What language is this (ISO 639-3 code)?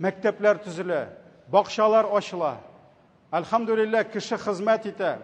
tat